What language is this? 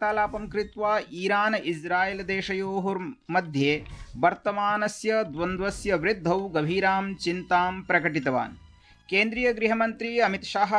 Sanskrit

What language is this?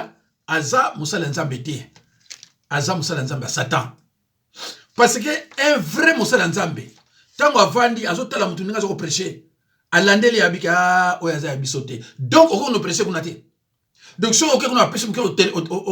Lingala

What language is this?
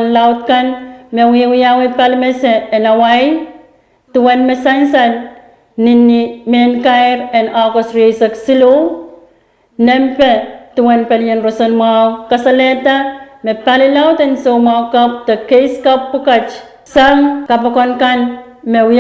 Pohnpeian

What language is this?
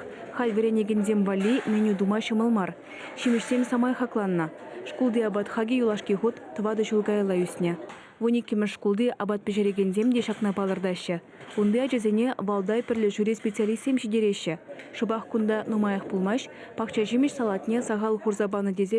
Chuvash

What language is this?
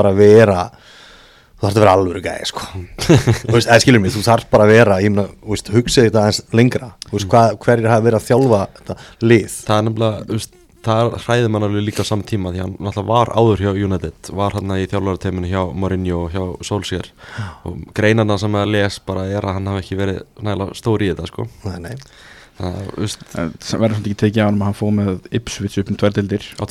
Icelandic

